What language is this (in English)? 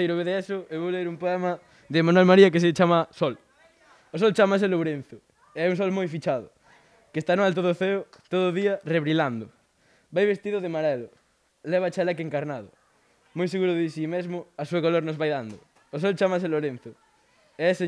Galician